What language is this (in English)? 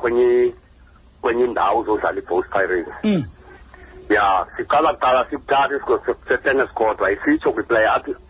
Xhosa